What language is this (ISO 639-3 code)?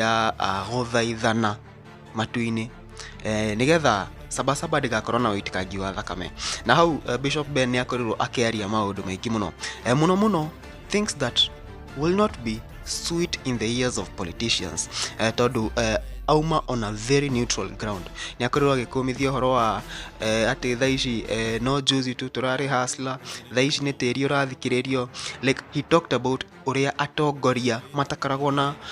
kik